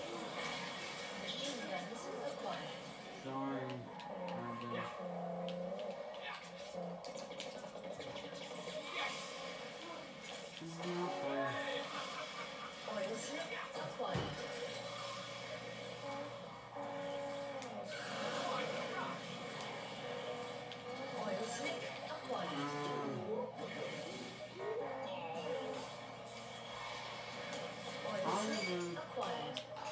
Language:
English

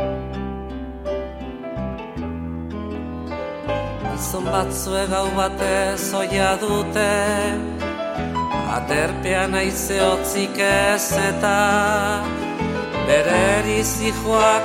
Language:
Basque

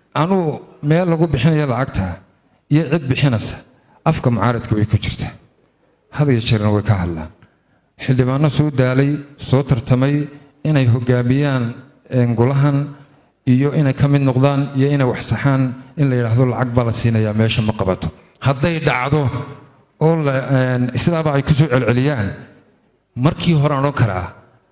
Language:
Somali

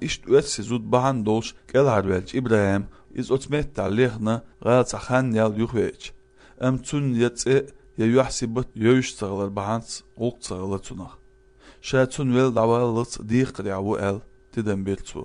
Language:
Chechen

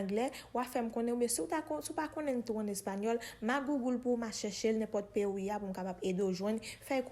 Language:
Haitian Creole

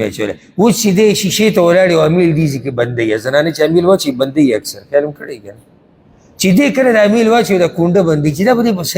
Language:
Pashto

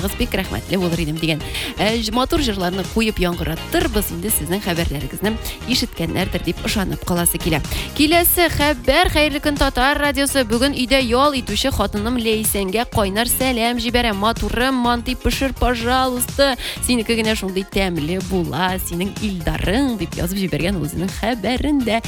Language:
Tatar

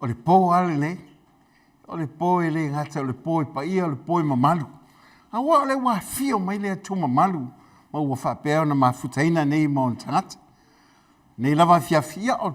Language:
Samoan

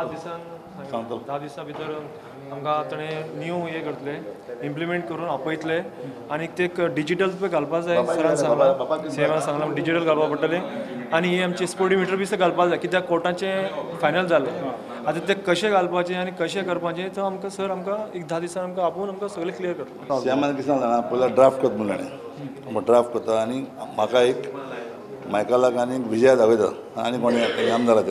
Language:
Konkani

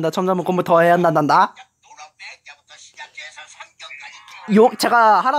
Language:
Korean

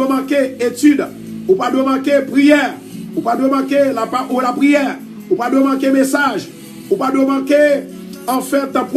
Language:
Haitian Creole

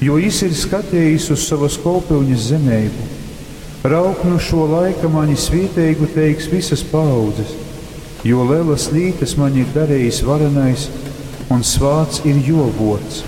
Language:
Latgalian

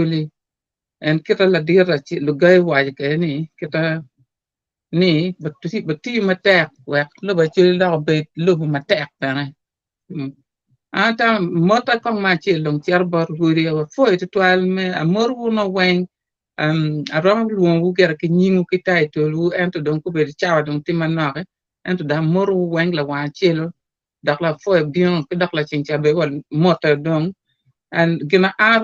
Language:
Acoli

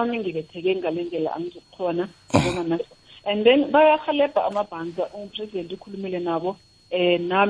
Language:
South Ndebele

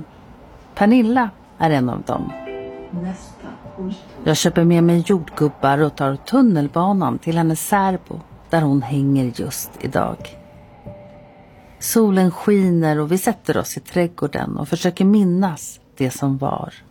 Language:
Swedish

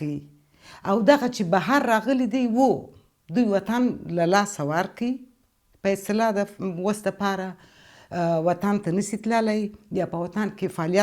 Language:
Pashto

